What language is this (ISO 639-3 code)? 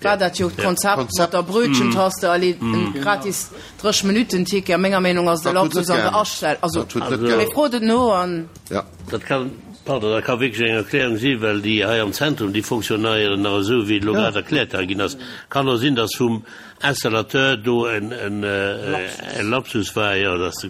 ltz